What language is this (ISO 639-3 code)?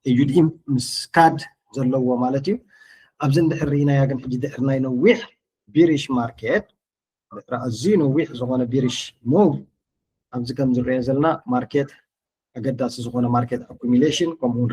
tir